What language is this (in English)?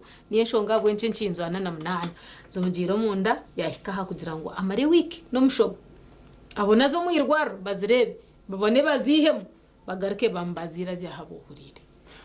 Nyankole